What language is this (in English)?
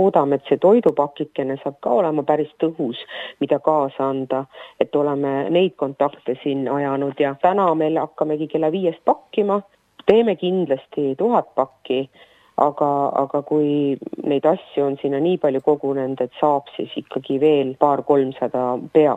Estonian